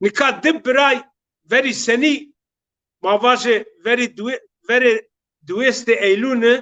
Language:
Zaza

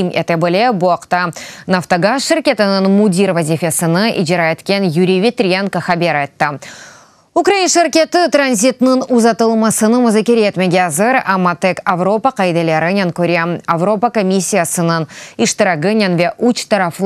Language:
Crimean Tatar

